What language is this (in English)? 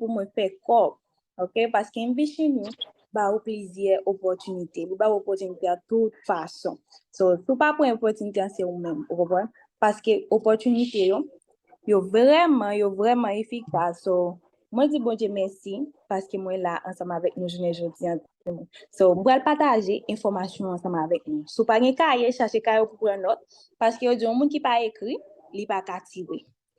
Haitian Creole